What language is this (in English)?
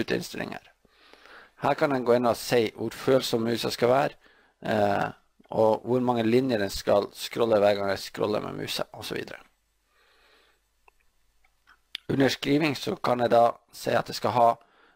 Norwegian